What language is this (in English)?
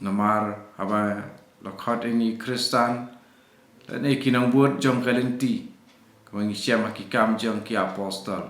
Khasi